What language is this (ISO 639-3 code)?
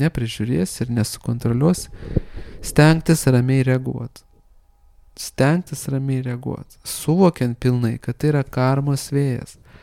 lit